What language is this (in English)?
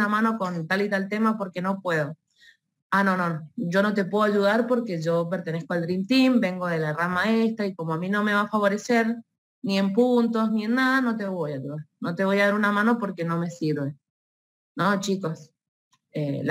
Spanish